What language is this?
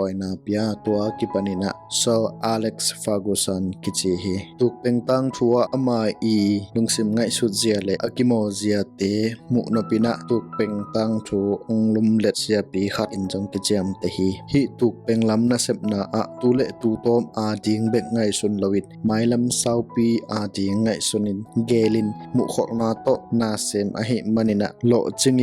Tedim Chin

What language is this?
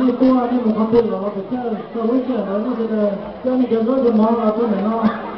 Hmong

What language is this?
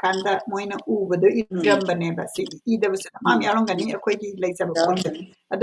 Manipuri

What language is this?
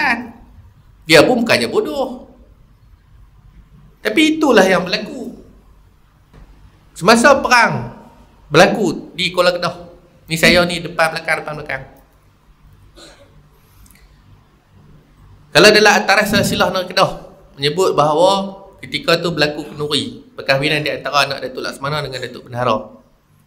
Malay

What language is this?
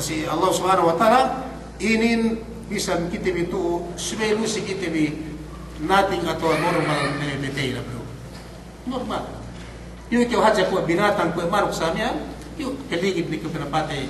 Yakan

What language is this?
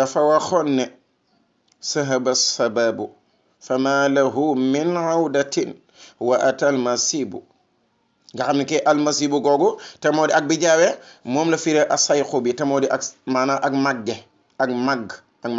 Wolof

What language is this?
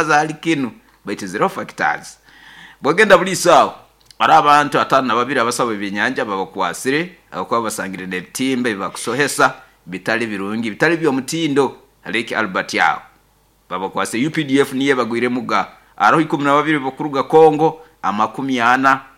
Nyoro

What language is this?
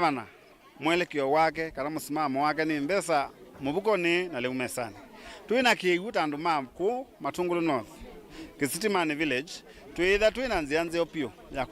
Kamba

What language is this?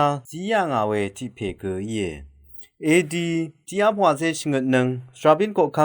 Rawang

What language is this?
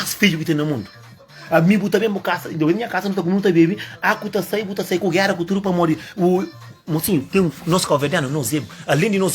Kabuverdianu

